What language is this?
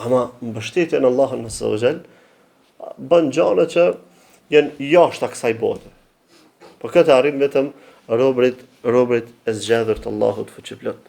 Albanian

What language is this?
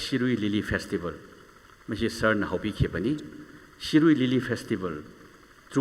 Tangkhul Naga (India)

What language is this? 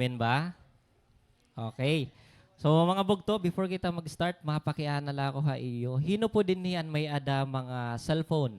Waray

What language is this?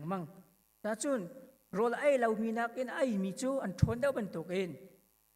Hakha Chin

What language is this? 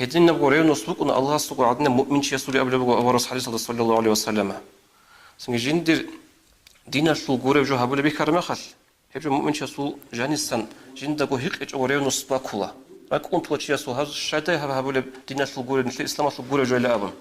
Avaric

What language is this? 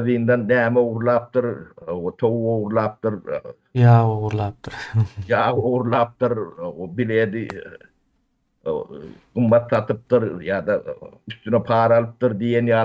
Turkmen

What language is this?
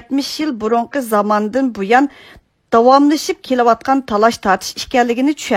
Uyghur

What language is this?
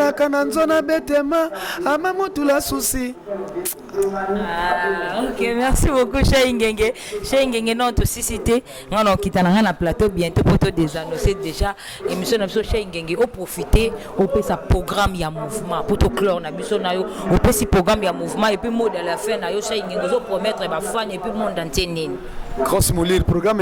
Lingala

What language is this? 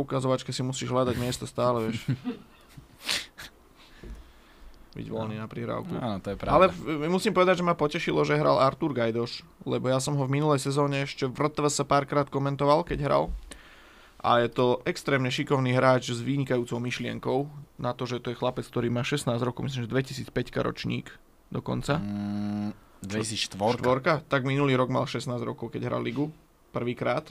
Slovak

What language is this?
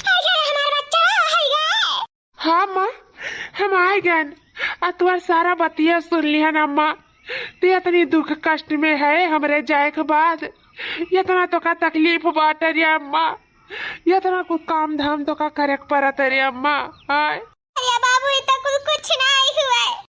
Awadhi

